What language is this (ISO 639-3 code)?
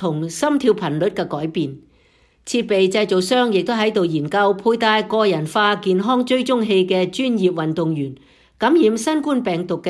yue